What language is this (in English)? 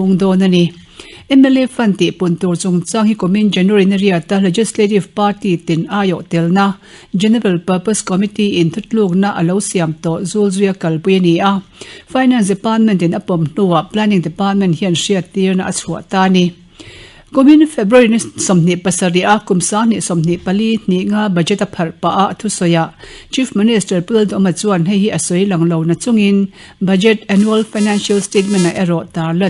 Mizo